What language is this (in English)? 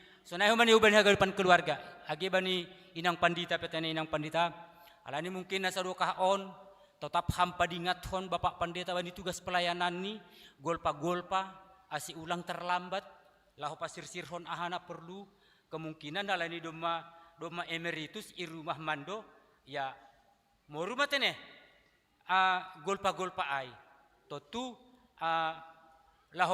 Batak Simalungun